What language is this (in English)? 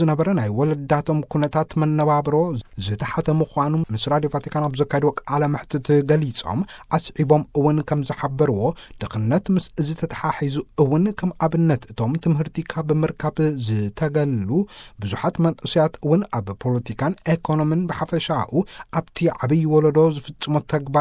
Tigrinya